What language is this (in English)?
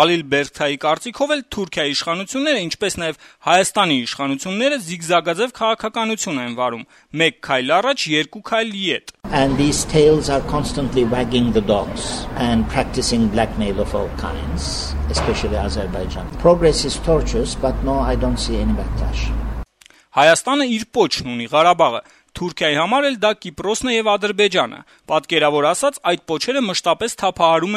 Armenian